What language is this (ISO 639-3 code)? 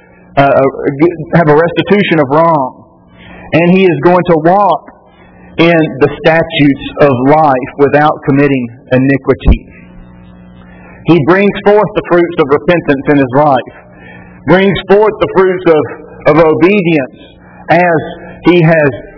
eng